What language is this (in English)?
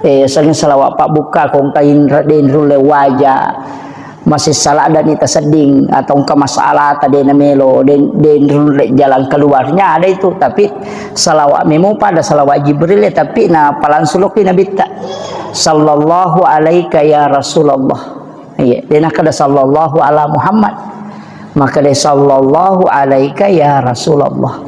Buginese